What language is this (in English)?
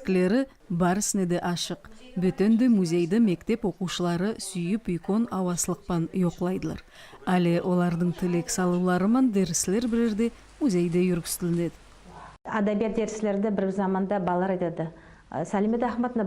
Nogai